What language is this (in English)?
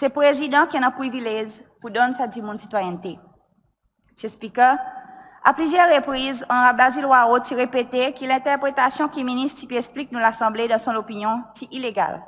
Seselwa Creole French